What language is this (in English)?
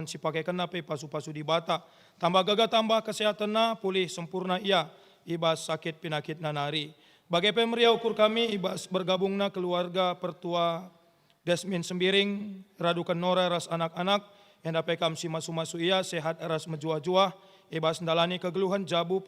Batak Karo